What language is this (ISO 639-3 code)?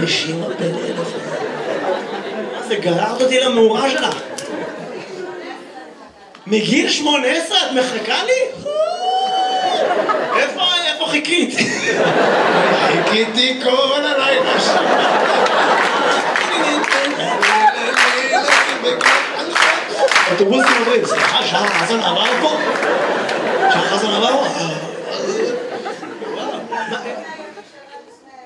heb